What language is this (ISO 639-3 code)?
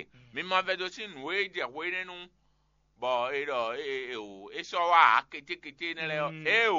fon